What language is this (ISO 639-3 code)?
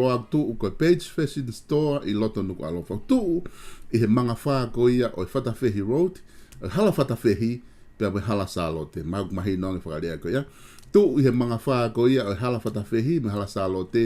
ton